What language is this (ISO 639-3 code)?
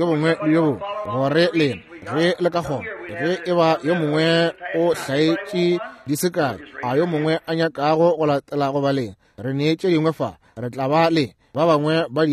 nso